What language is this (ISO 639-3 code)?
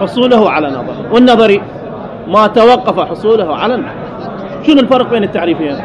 acm